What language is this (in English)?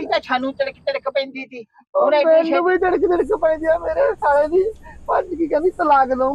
Punjabi